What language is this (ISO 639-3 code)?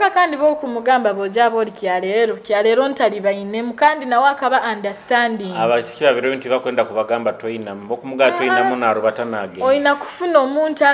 nyo